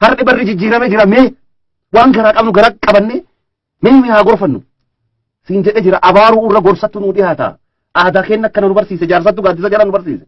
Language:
Oromo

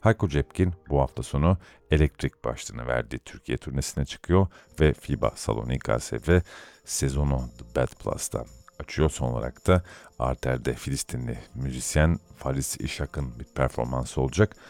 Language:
Turkish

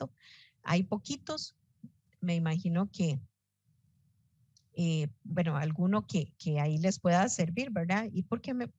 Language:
Spanish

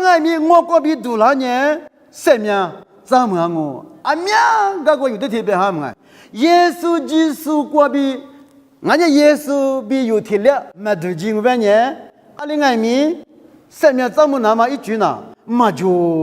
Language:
Lisu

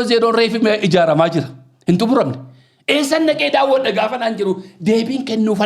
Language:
Oromo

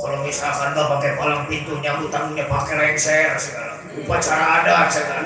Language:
Betawi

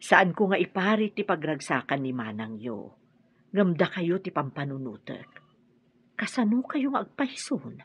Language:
Iloko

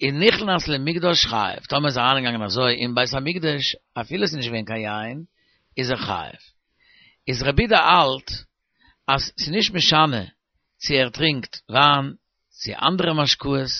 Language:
Yiddish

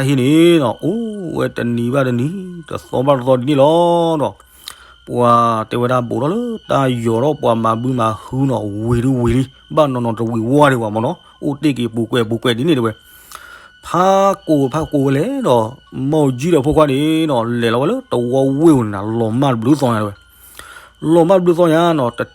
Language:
S'gaw Karen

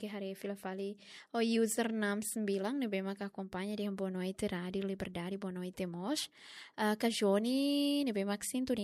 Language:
Tetum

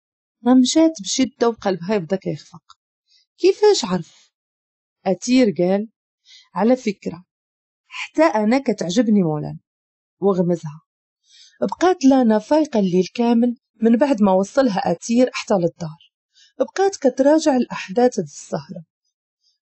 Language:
Moroccan Arabic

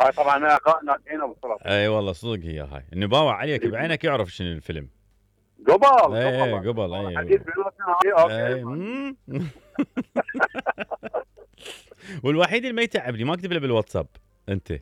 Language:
Mesopotamian Arabic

